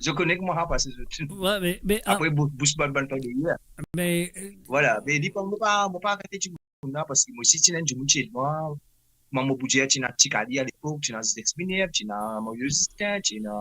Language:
Morisyen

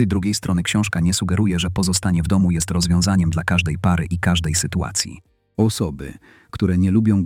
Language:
Polish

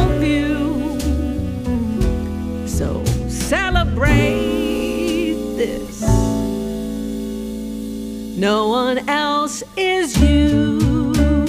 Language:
English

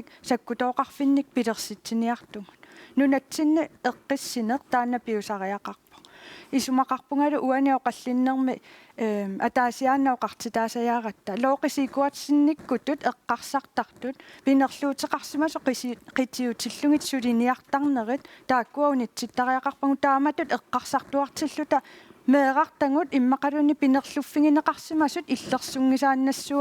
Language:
Kalaallisut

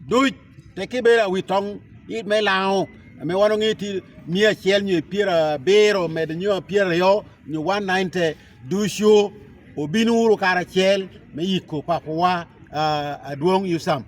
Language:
Lango (Uganda)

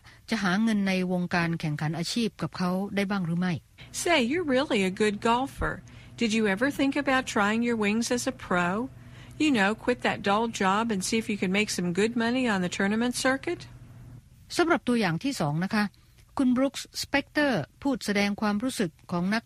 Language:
Thai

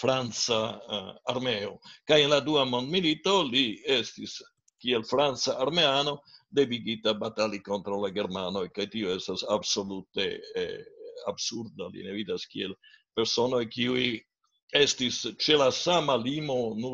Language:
Esperanto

